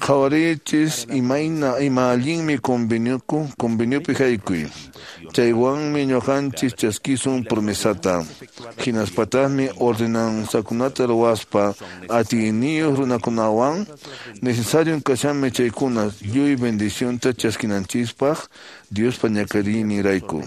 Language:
Quechua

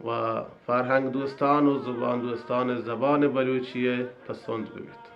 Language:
Baluchi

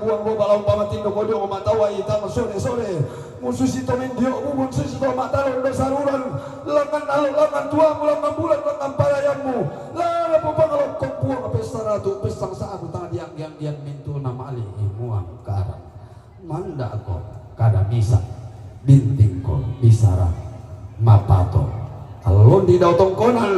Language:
Toraja-Sa'dan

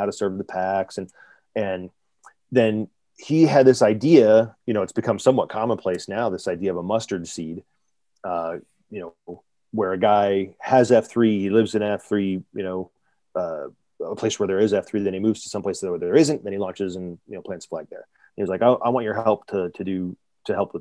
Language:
English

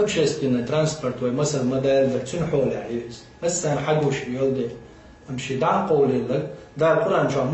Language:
Chechen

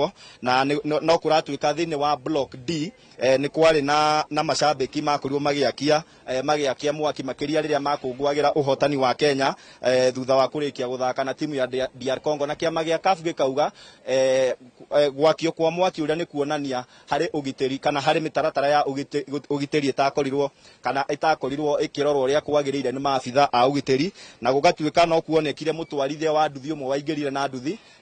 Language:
Kikuyu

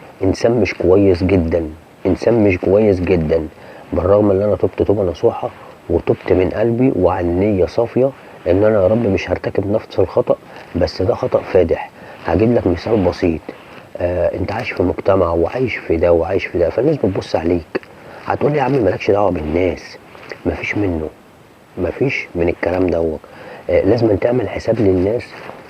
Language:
Egyptian Arabic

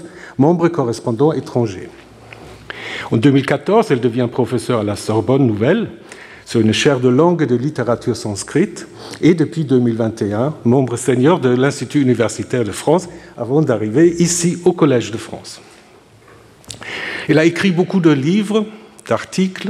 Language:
French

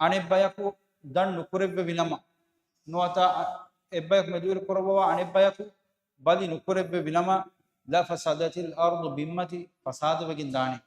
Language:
Divehi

